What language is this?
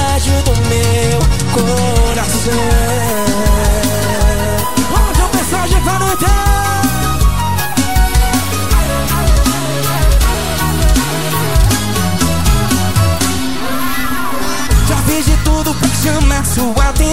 Portuguese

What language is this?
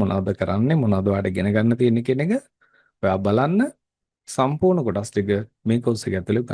Sinhala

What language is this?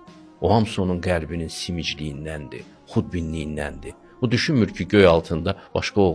Azerbaijani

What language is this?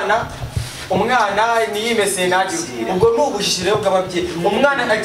Kinyarwanda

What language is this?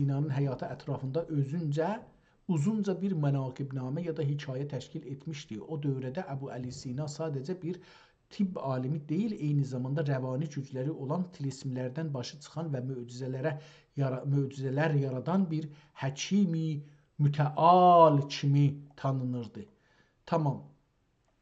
South Azerbaijani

